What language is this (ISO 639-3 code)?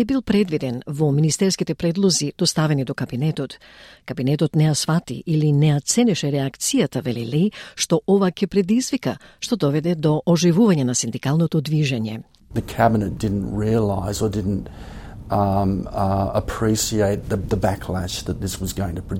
mkd